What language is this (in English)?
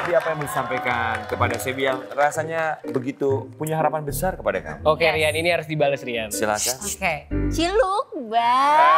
Indonesian